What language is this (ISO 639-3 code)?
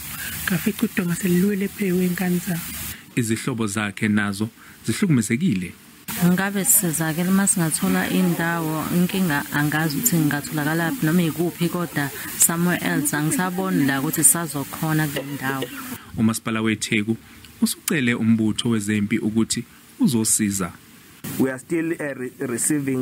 zul